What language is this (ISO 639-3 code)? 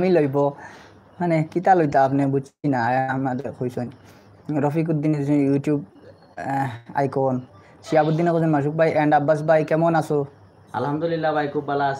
syl